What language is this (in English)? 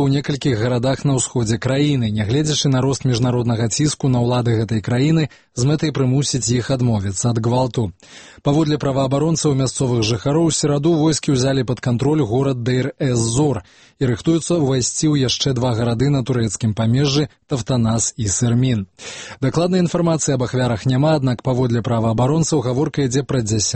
Belarusian